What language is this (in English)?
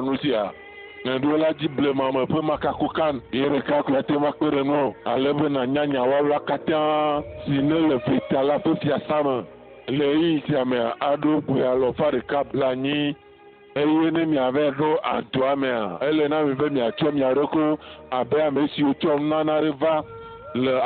Ewe